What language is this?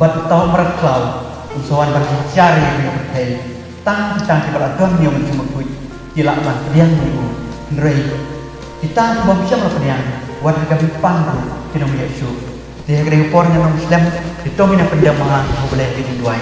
Khasi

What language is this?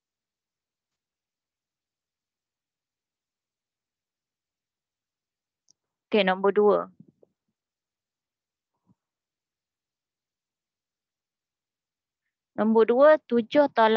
Malay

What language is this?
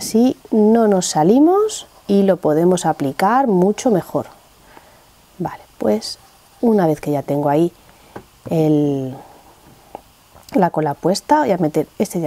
Spanish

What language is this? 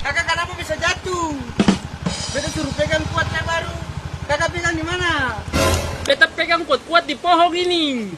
Ambonese Malay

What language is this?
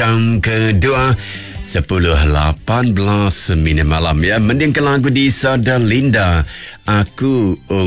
Iban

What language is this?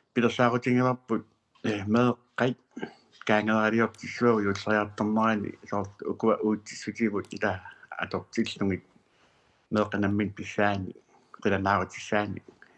Kalaallisut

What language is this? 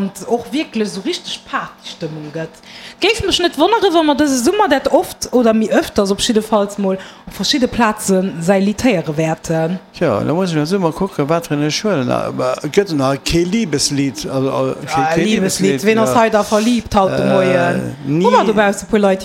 Luxembourgish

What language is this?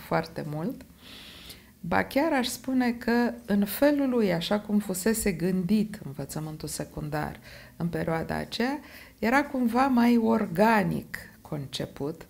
Romanian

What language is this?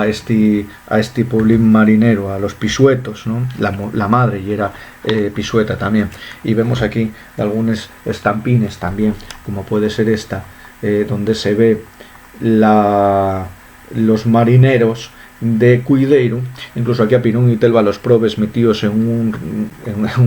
Asturian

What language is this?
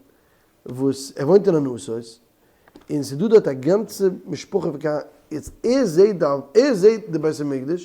Yiddish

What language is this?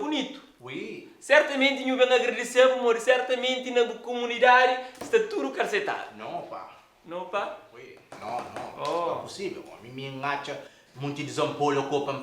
Kabuverdianu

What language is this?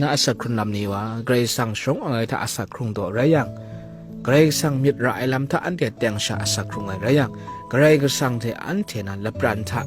Kachin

